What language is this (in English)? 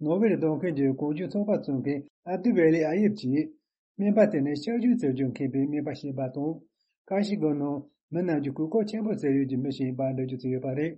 Tibetan